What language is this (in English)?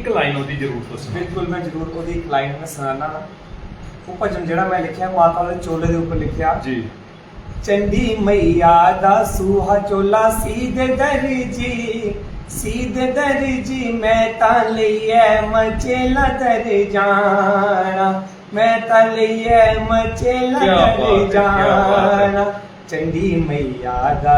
Dogri